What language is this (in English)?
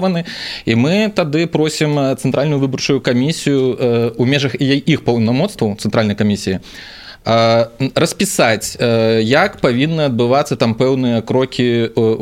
Belarusian